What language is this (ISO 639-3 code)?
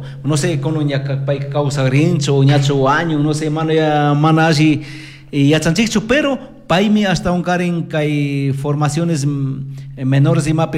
qug